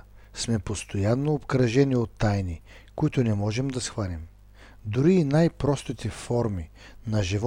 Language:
Bulgarian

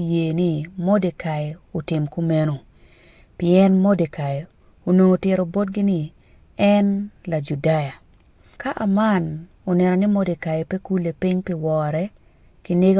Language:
Acoli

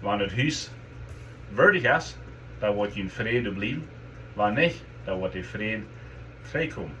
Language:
Plautdietsch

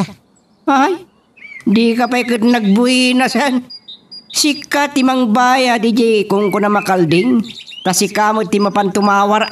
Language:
Iloko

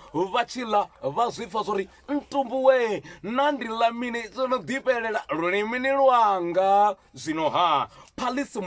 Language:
Venda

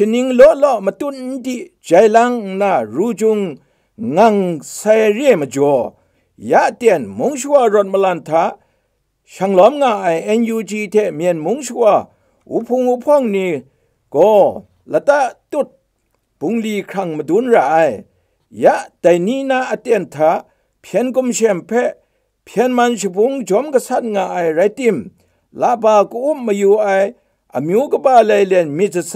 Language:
Kachin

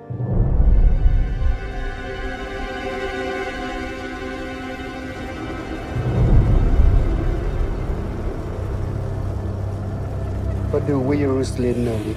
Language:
S'gaw Karen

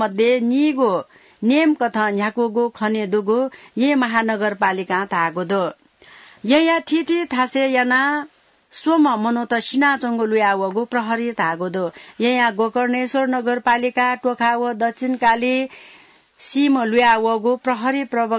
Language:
Newari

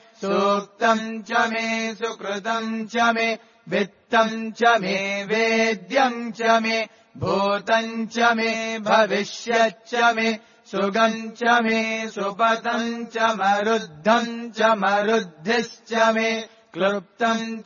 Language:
Sanskrit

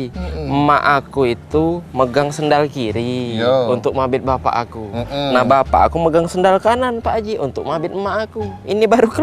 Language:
Musi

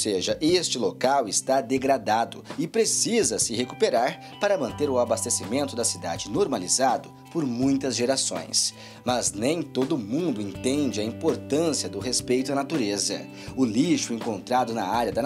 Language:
Portuguese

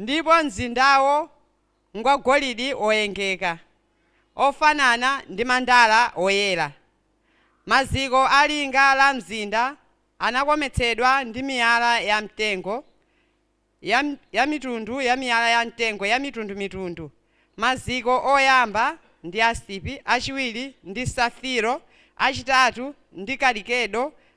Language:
Nyanja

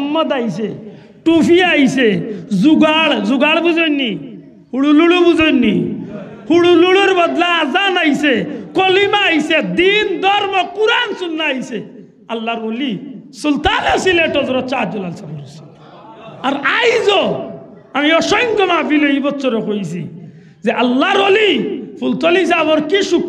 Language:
Sylheti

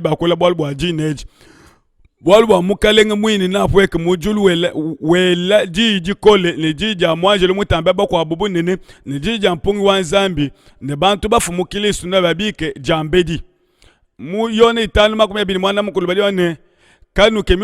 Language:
Luba-Lulua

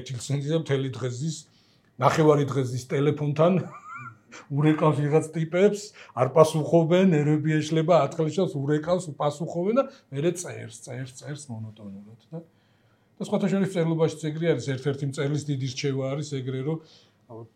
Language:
Georgian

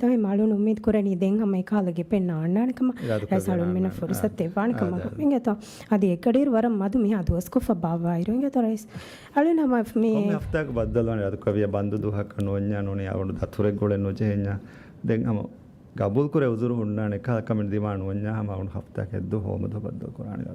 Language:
Divehi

